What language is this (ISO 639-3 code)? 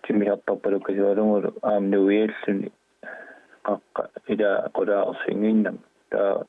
kal